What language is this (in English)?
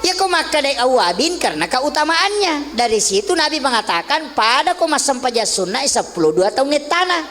Buginese